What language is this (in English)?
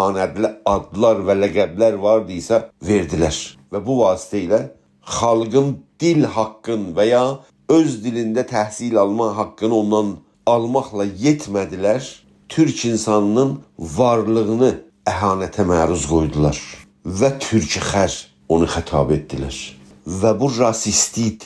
South Azerbaijani